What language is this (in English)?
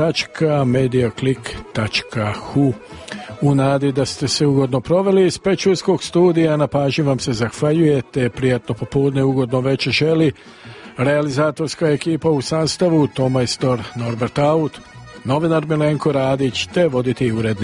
Serbian